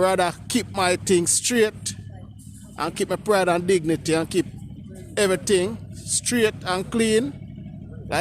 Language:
Jamaican Creole English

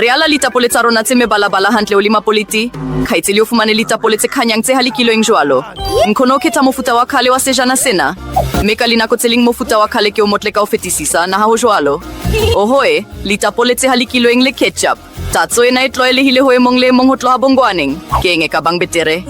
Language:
Southern Sotho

